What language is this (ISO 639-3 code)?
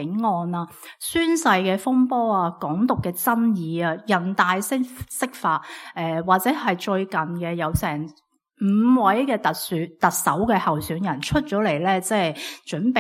yue